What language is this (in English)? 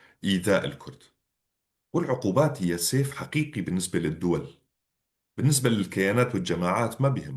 North Levantine Arabic